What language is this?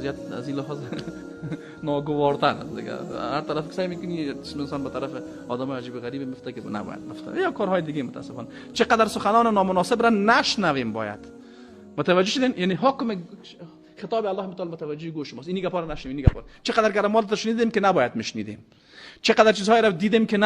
Persian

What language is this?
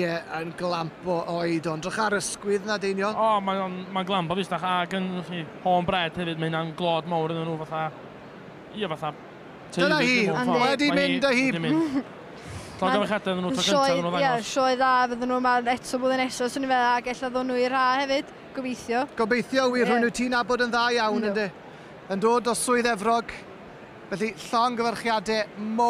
Welsh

